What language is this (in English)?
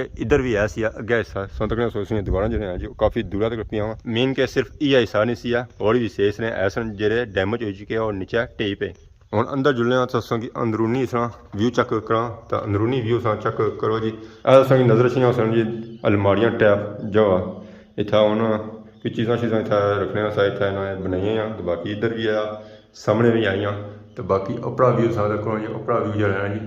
Pahari-Potwari